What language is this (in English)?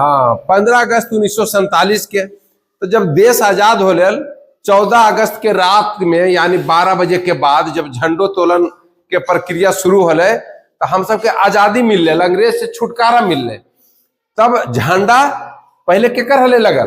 Magahi